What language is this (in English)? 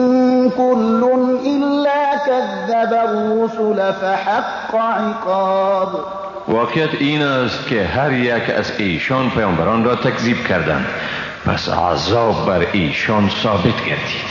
Persian